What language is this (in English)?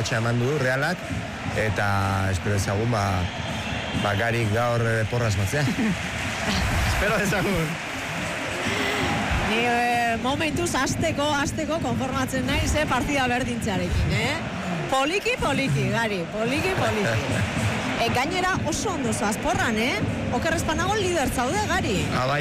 Basque